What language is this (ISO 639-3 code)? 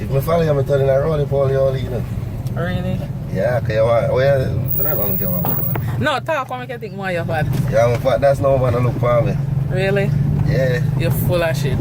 jam